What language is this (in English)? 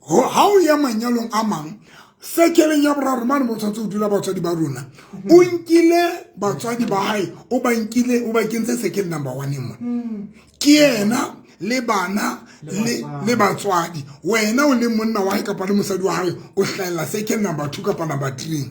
Southern Sotho